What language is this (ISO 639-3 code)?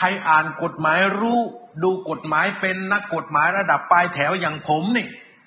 tha